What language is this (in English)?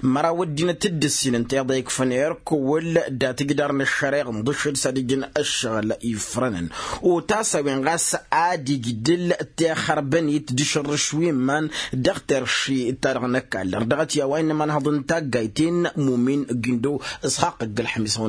Tamasheq